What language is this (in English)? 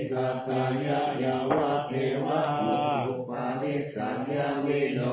Pali